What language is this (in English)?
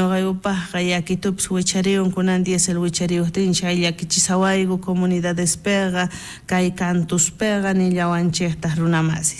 South Bolivian Quechua